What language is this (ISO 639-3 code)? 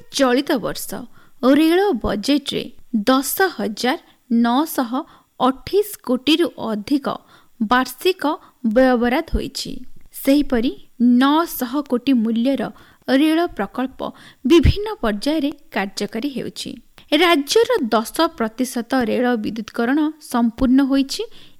ori